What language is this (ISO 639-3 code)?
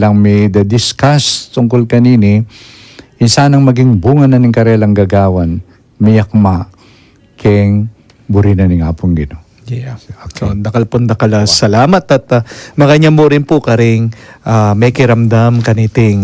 pam